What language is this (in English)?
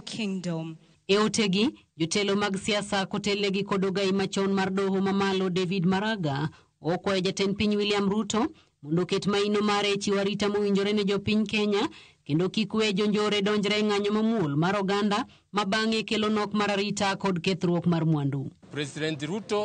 Luo (Kenya and Tanzania)